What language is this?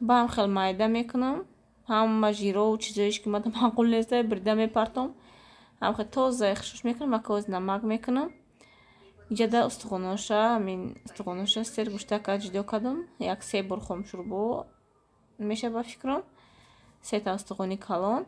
Tajik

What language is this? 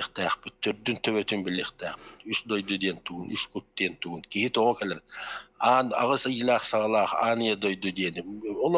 Yakut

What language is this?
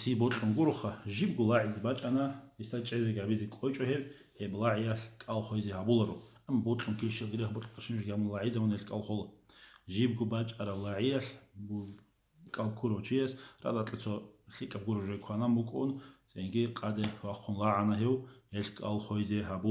Avaric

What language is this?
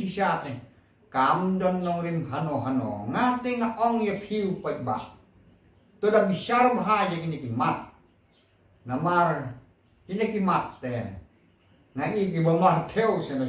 Khasi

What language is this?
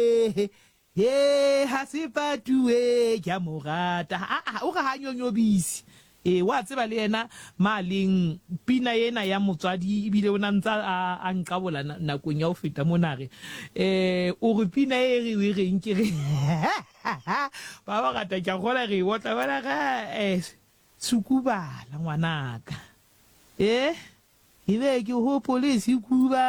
Southern Sotho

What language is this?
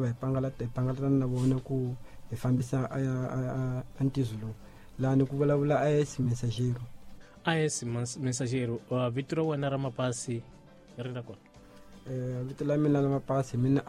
Tsonga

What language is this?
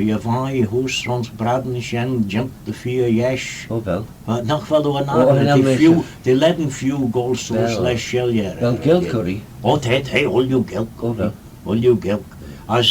Manx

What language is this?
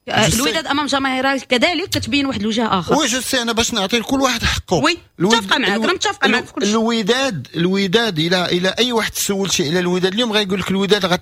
Moroccan Arabic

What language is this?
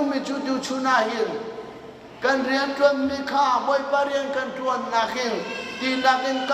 Hakha Chin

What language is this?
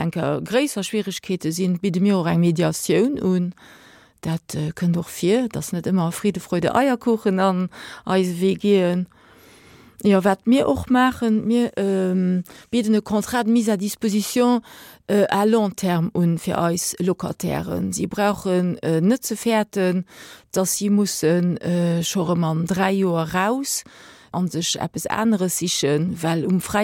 Luxembourgish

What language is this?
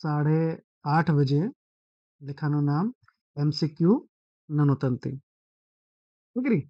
Kurukh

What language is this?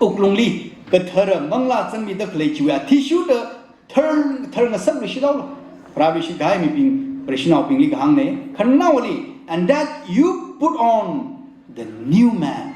Tangkhul Naga (India)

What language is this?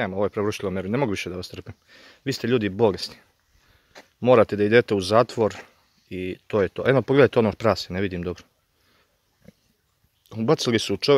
Serbian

